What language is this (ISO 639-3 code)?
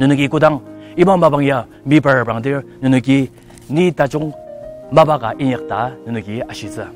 njo